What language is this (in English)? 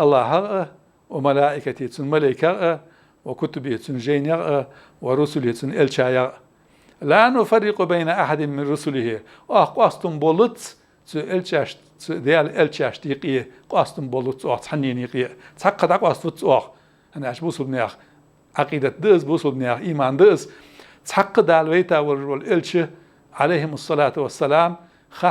Ingush